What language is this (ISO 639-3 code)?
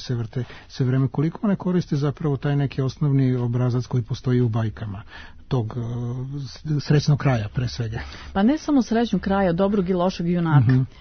srp